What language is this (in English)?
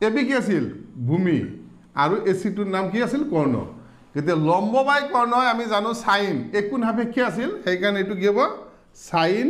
Assamese